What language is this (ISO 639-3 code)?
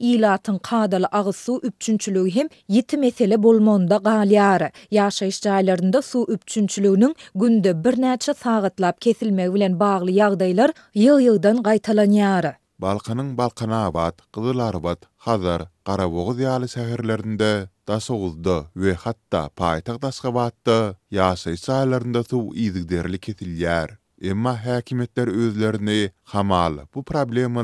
tuk